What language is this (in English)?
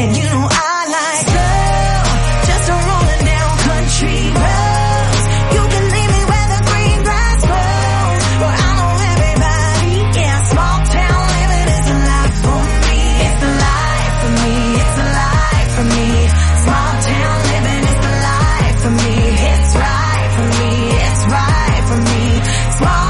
English